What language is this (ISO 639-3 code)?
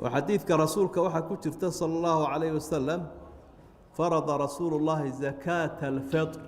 som